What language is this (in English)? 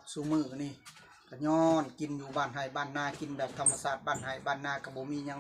Northeastern Thai